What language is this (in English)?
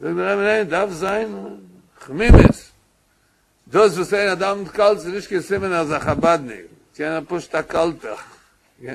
Yiddish